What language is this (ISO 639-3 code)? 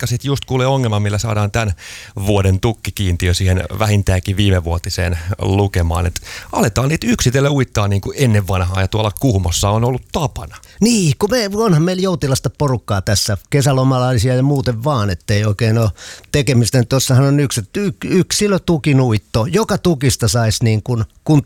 fin